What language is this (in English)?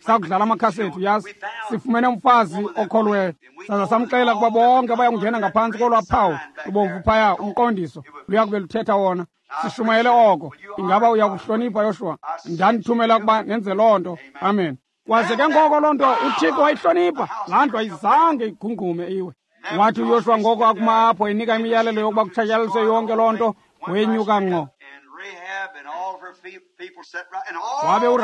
Xhosa